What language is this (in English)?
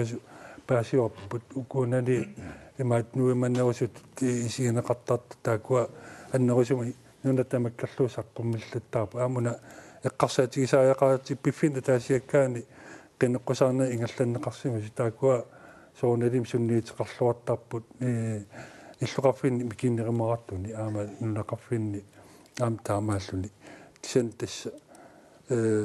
Kalaallisut